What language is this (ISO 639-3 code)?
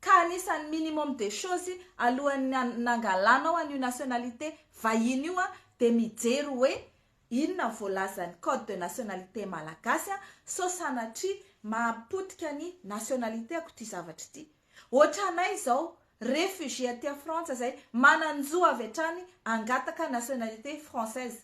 mlg